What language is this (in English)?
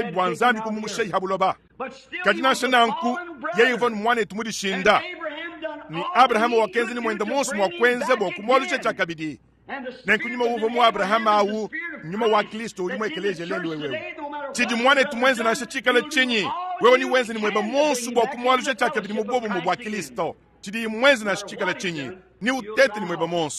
Luba-Lulua